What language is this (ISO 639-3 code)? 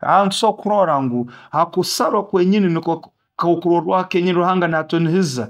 nyo